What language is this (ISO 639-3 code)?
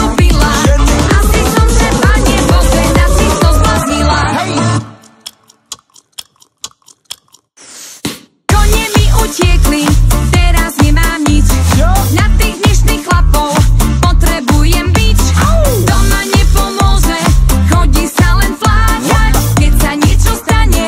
slk